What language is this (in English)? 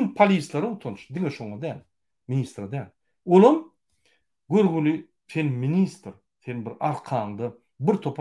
Turkmen